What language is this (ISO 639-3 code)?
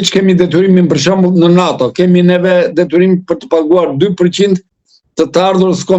sqi